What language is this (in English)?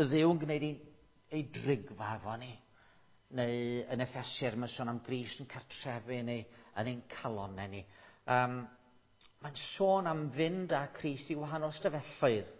Welsh